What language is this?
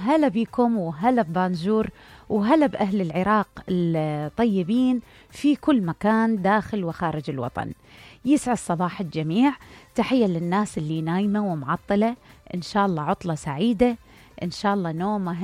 Mesopotamian Arabic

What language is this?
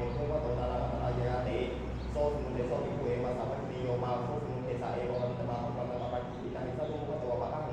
Pali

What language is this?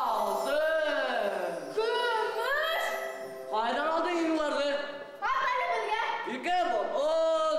Bashkir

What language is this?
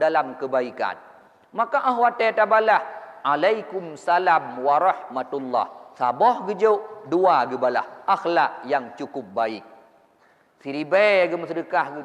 Achinese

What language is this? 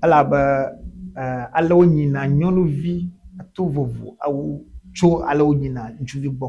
Ewe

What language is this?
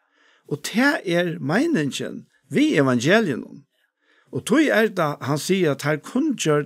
Faroese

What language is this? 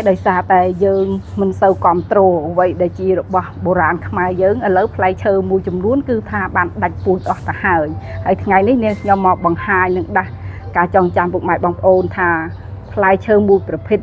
Khmer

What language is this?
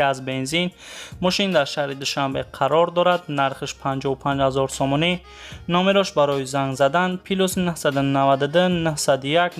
Tajik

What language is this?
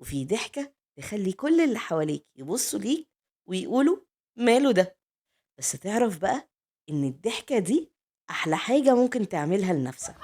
Egyptian Arabic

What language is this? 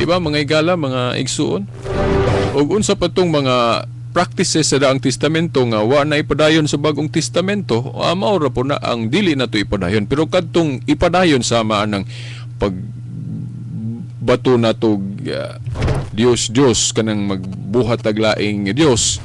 Cebuano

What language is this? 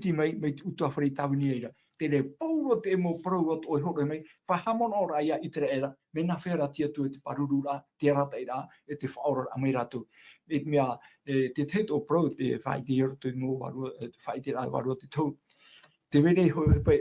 Tahitian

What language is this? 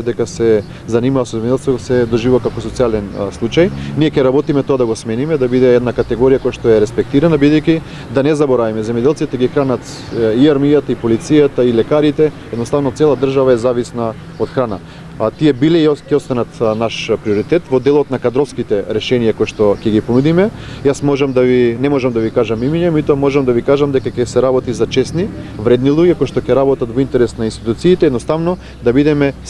Macedonian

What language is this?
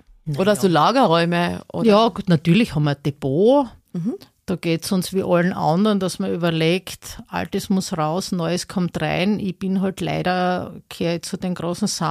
German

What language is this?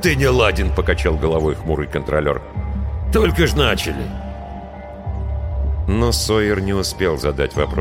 Russian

